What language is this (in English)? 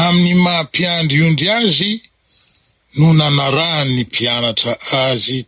Malagasy